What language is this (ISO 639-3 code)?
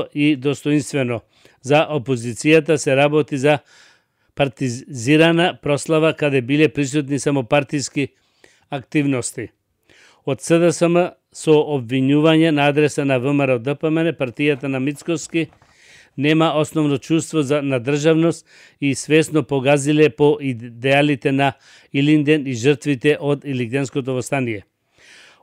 mkd